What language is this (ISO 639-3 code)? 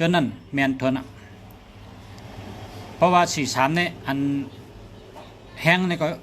shn